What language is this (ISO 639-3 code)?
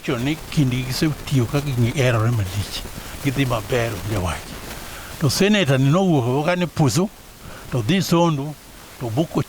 luo